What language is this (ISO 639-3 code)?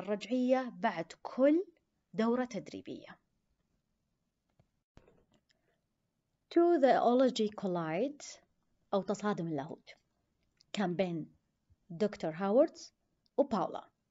ara